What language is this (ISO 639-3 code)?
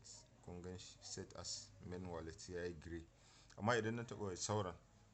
hau